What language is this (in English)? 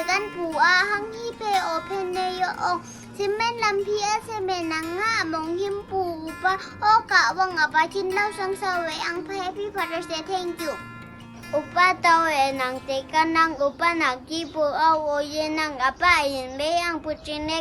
Konyak Naga